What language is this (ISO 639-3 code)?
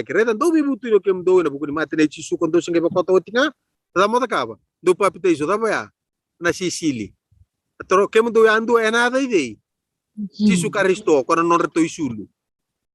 fij